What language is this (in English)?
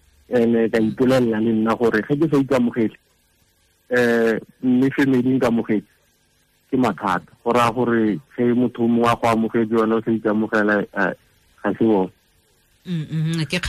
Tswana